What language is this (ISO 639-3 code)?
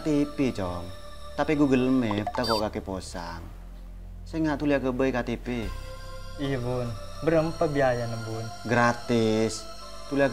mad